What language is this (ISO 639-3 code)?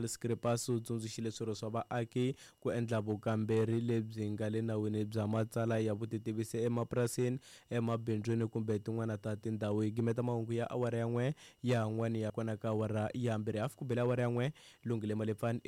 tso